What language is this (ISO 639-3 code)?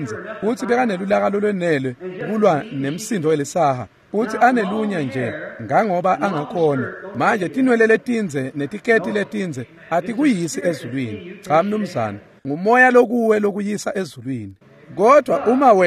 ssw